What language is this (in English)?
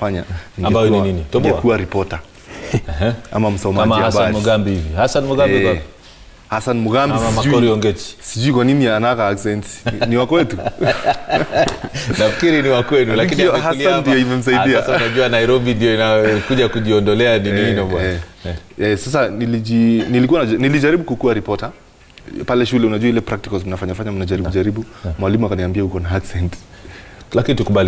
Swahili